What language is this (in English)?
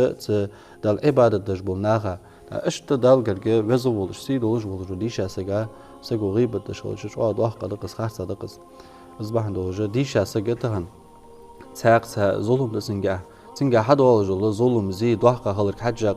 Ingush